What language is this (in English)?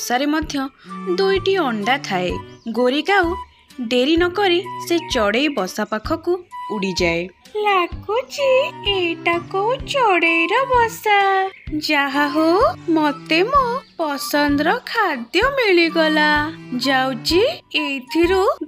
Odia